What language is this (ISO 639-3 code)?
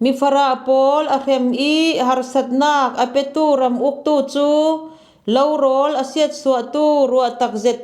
cfm